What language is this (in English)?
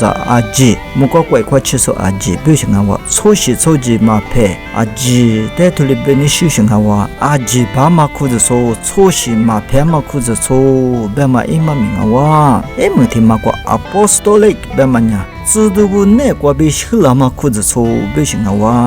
Lisu